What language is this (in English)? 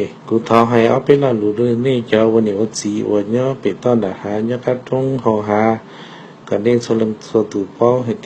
Hmong